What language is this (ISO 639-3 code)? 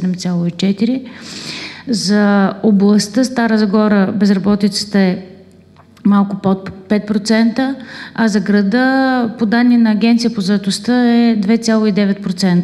bul